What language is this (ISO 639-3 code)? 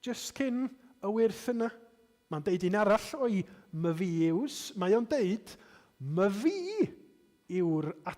cym